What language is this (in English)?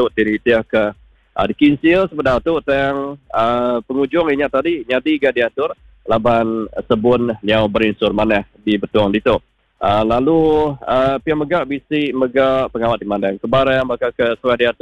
Iban